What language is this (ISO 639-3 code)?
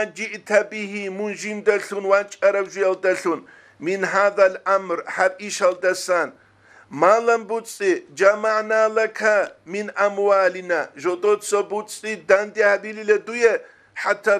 ava